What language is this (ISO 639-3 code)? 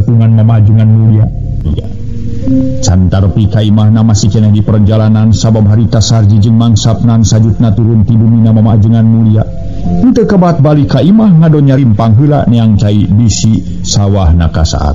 sun